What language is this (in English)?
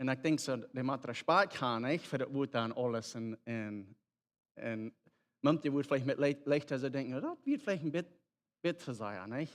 Plautdietsch